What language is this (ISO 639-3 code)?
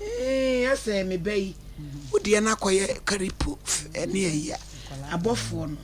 aka